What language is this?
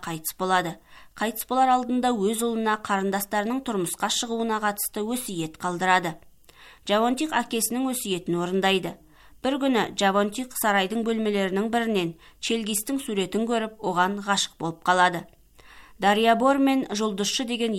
Kazakh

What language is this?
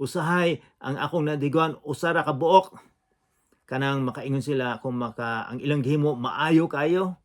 Cebuano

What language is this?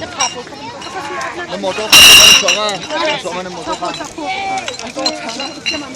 Hakha Chin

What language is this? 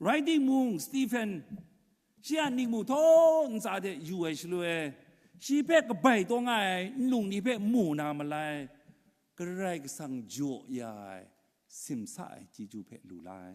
Kachin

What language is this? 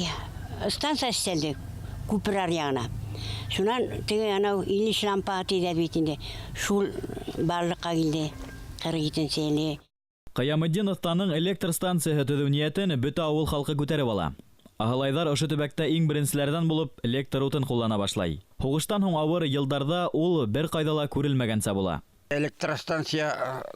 Bashkir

